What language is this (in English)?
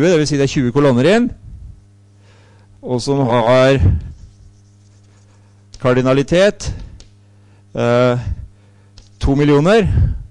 Norwegian